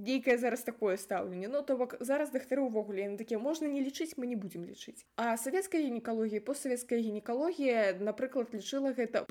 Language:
Belarusian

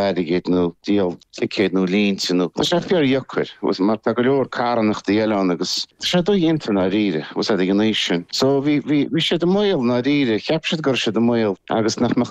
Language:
Irish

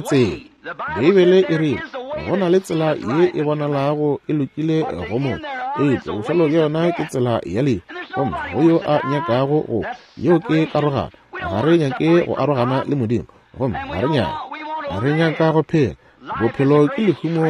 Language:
Northern Sotho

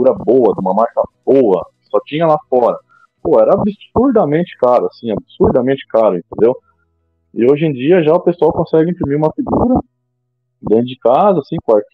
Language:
Portuguese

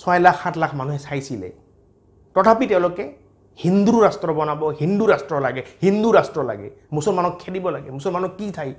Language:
Assamese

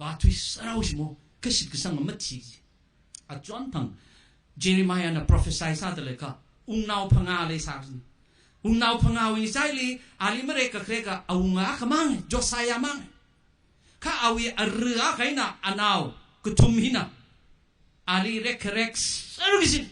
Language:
Tangkhul Naga (India)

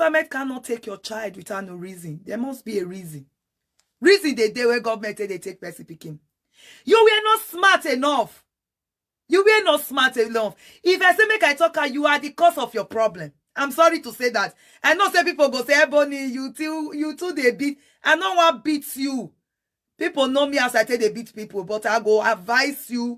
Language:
Nigerian Pidgin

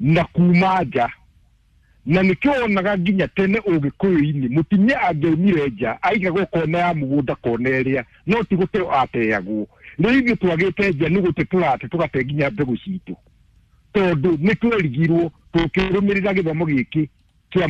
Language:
Kikuyu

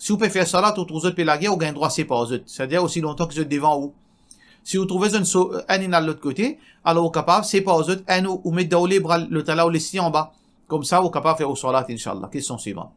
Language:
Morisyen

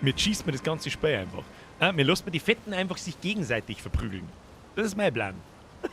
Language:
Bavarian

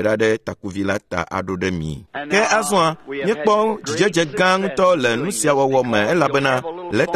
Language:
Ewe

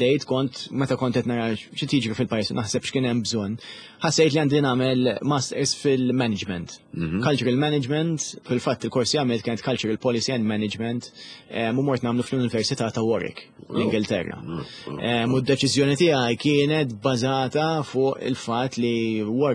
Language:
Maltese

